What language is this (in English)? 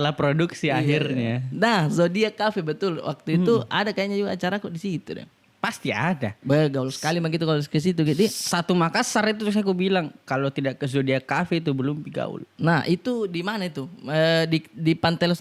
Makassar Malay